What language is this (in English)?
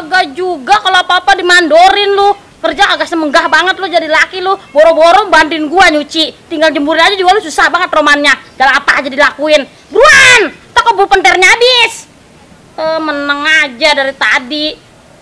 Betawi